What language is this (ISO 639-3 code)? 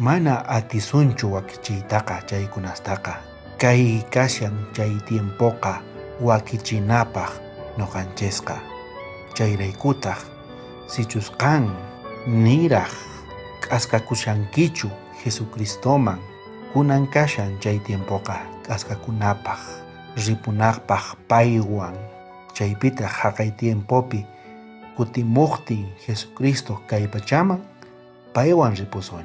quh